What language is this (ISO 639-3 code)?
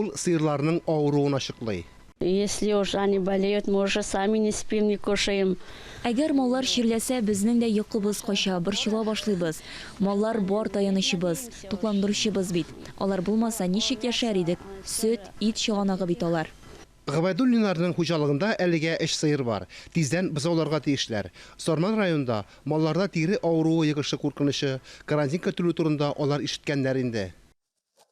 tat